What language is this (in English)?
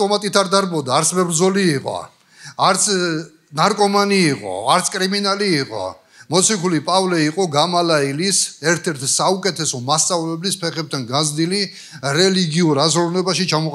Georgian